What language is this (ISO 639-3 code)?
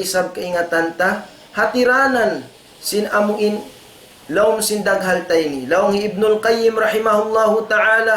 tsg